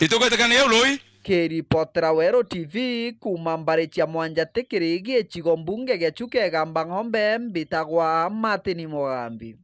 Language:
Meru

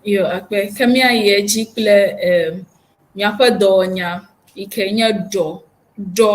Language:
Ewe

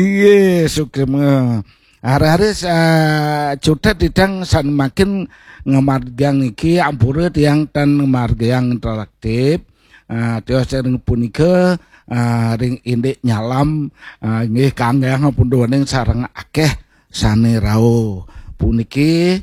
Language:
Balinese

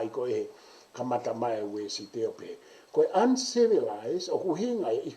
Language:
Tongan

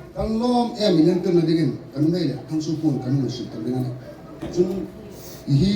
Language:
Hmar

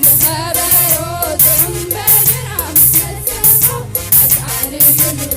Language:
Tigrinya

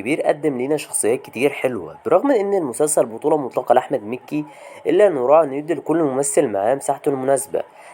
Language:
Egyptian Arabic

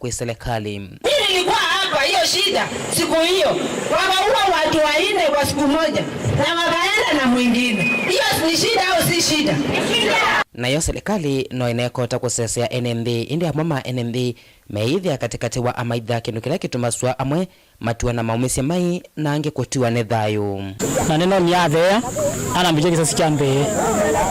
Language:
Kamba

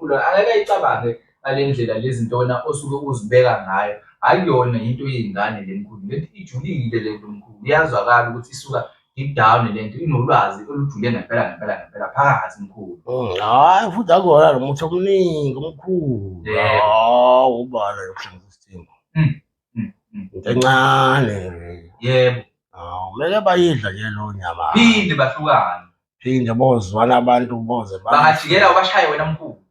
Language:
Zulu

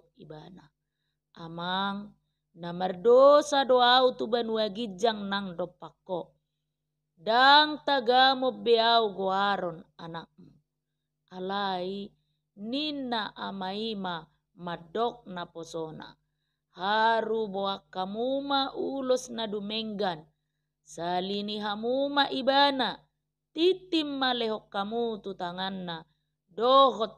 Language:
Batak Toba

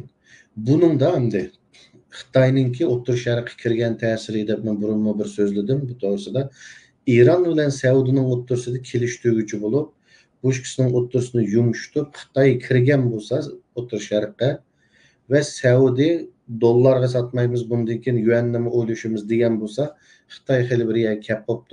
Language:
Uyghur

